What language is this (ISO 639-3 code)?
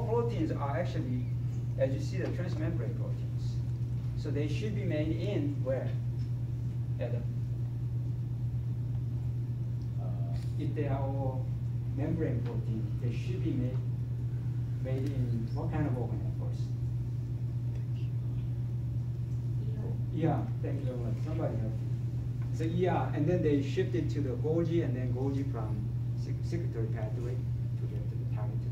eng